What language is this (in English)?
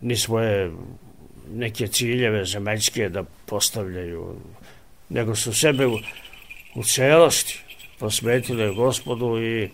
Serbian